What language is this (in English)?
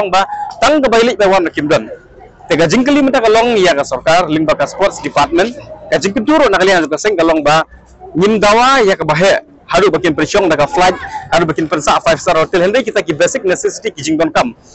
Khasi